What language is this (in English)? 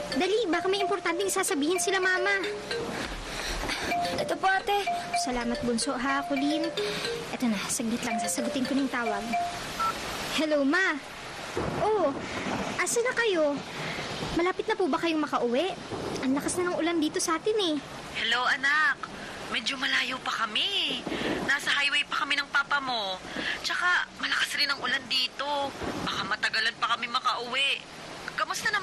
Filipino